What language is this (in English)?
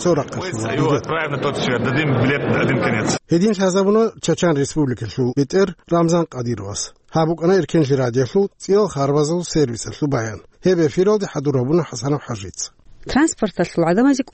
Avaric